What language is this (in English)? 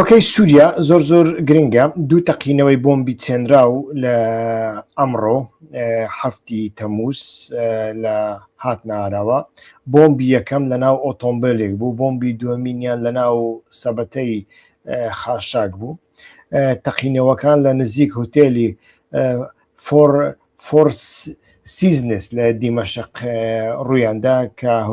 Central Kurdish